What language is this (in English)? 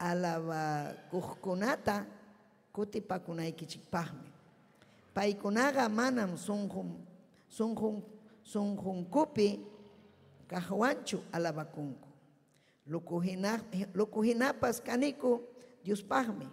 Ayacucho Quechua